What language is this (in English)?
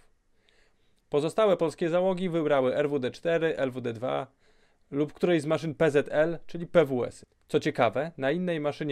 Polish